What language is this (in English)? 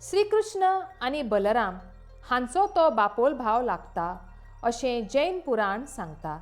Konkani